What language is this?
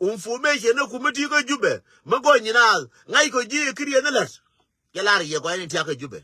Nuer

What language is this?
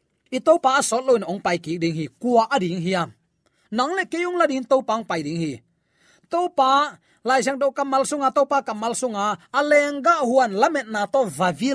Tedim Chin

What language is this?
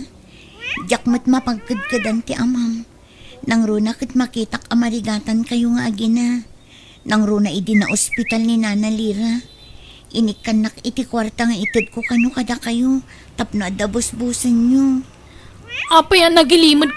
Iloko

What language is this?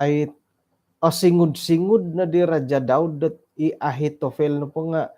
Central Dusun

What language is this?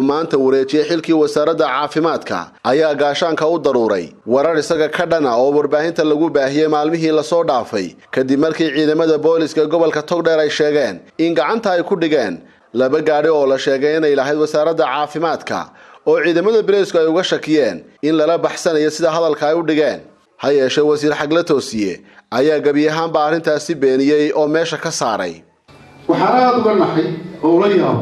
Somali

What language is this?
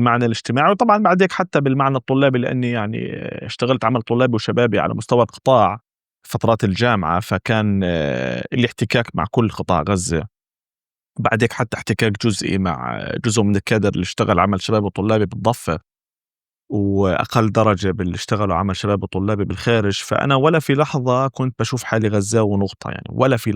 North Levantine Arabic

